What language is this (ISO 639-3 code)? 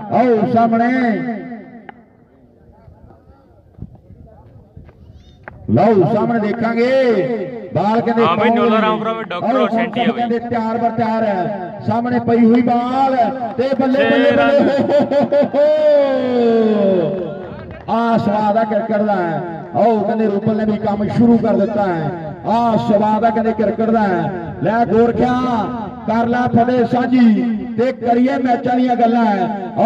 pan